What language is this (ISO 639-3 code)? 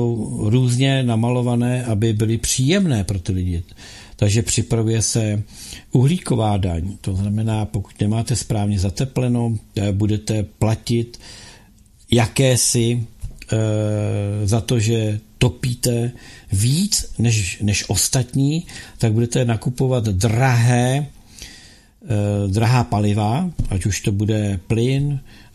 ces